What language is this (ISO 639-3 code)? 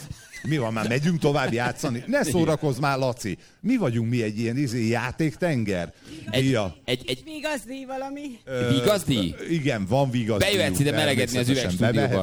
hun